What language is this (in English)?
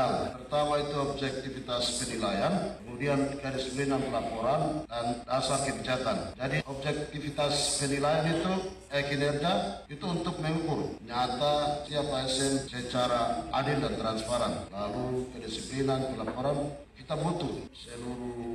Indonesian